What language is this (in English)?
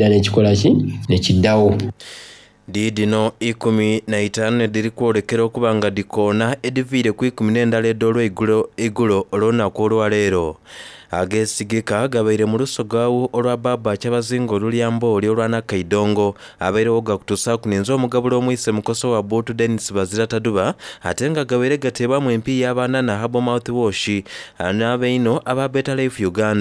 Soga